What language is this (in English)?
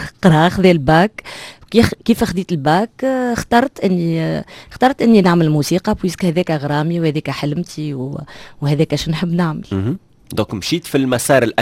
Tunisian Arabic